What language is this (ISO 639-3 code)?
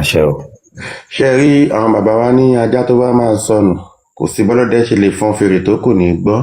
yor